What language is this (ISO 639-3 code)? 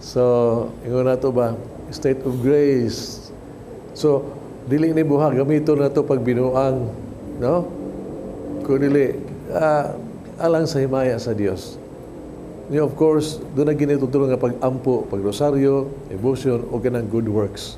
ceb